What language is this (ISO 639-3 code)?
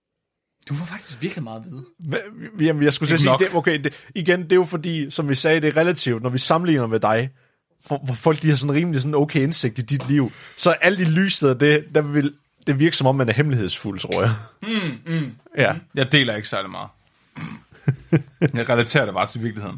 dan